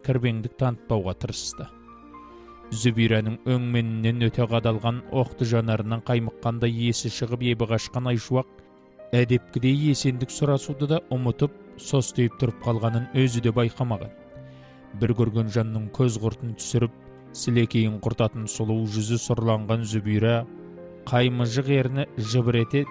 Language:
Kazakh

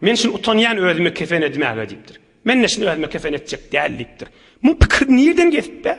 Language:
Turkmen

